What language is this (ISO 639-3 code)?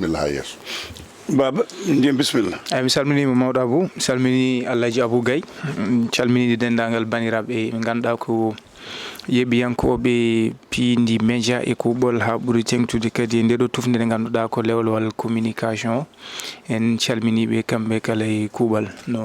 ful